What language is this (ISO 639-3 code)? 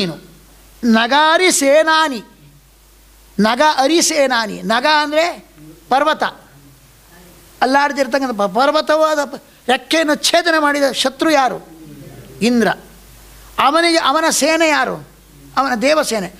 kan